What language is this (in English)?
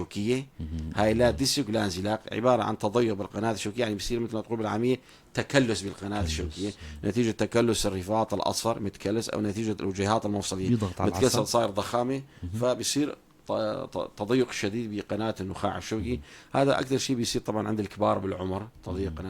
North Levantine Arabic